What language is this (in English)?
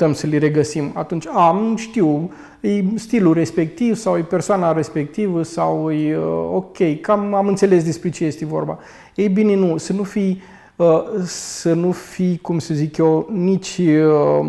Romanian